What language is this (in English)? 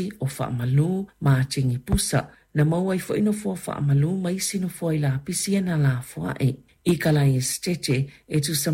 Samoan